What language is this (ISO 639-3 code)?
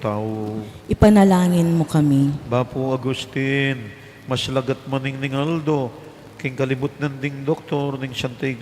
pam